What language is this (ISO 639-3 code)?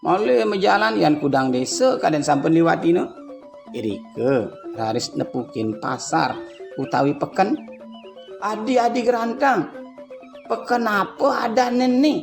ban